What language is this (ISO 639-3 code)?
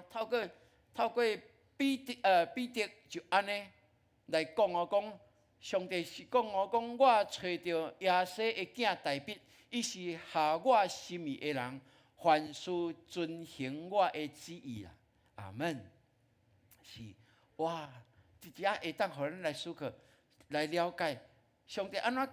nan